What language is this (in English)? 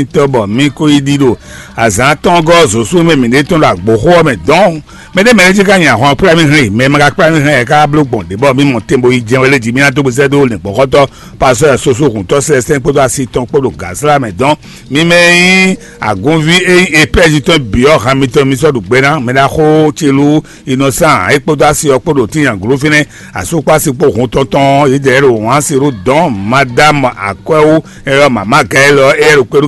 Fon